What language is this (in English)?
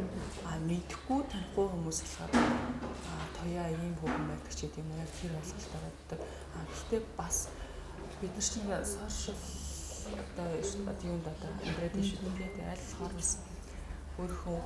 Mongolian